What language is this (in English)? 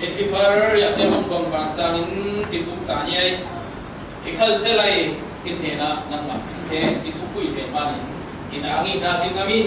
Falam Chin